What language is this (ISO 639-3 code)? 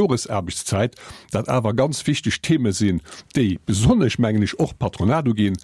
ltz